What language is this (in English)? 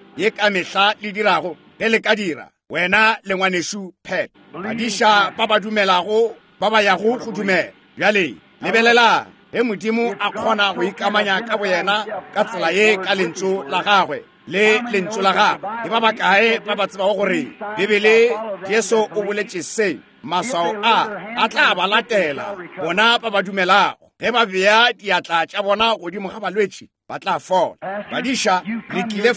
Northern Sotho